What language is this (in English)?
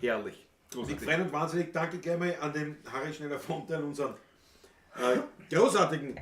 Bavarian